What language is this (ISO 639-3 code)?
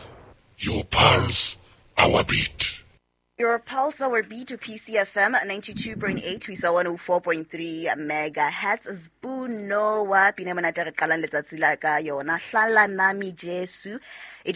sot